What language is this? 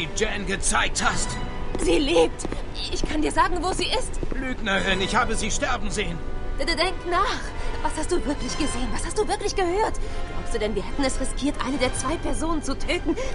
Bavarian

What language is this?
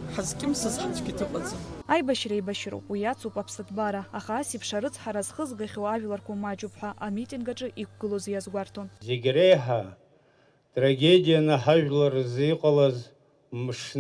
Abkhazian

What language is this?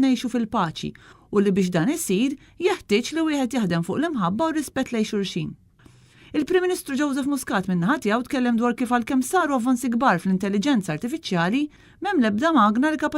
Maltese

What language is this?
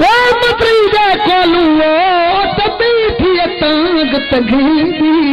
Saraiki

